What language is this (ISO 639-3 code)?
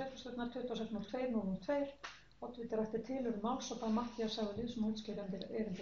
isl